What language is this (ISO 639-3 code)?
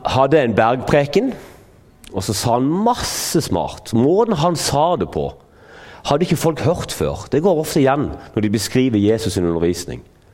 nor